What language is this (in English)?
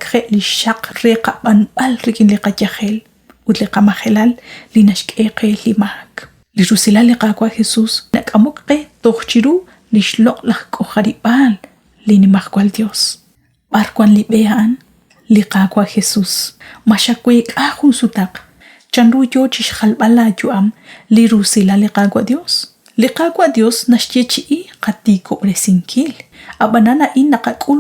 Kekchí